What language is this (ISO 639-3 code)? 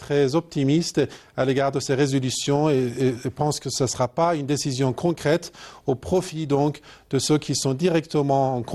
fra